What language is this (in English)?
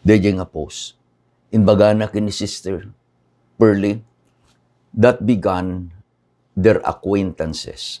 Iloko